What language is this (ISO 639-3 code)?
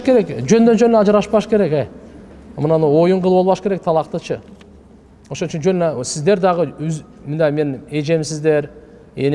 kir